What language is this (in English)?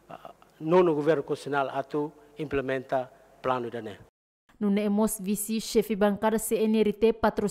Tetum